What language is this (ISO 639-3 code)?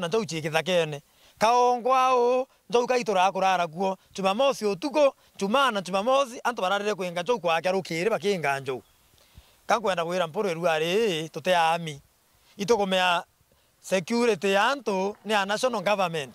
mer